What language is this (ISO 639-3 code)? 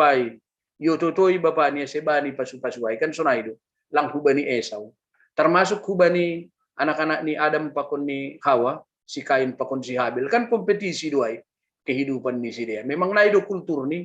bts